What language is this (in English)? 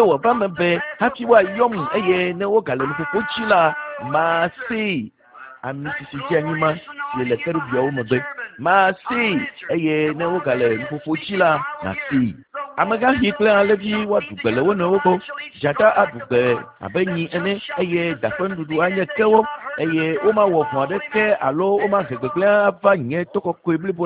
Ewe